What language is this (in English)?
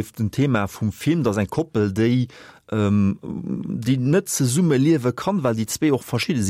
Luxembourgish